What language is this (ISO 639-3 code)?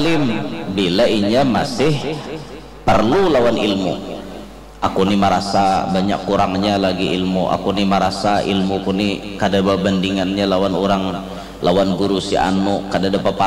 bjn